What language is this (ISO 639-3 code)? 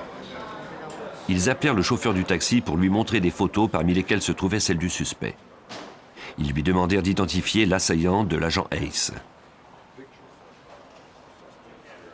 fra